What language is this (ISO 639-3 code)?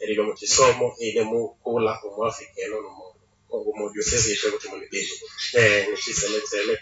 nnb